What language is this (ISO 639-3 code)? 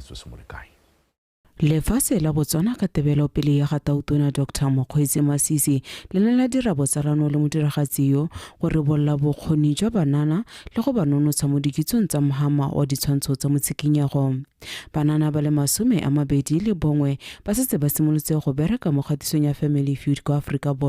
tsn